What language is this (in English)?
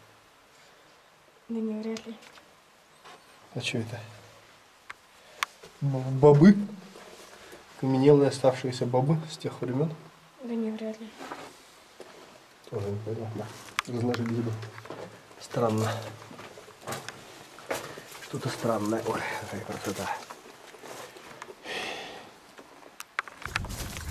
Russian